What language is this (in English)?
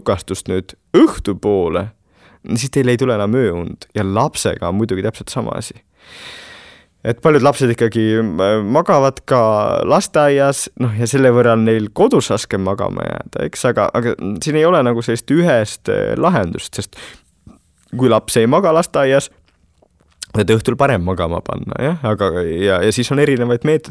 Estonian